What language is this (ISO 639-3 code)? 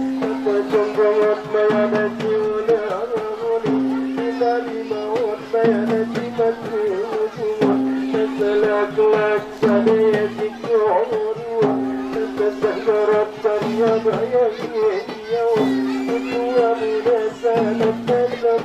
akb